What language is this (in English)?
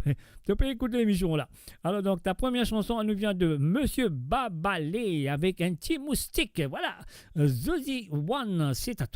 Morisyen